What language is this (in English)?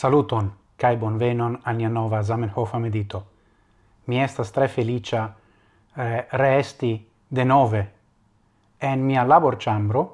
Esperanto